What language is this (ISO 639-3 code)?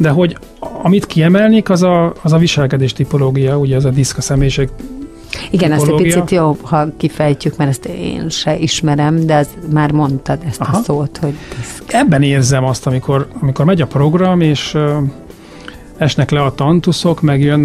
hun